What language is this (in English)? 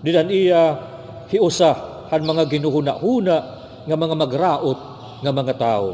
Waray